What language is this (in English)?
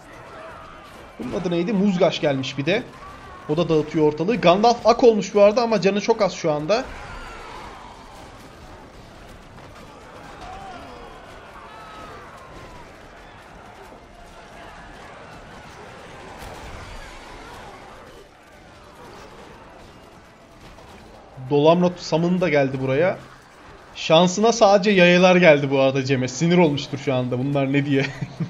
Turkish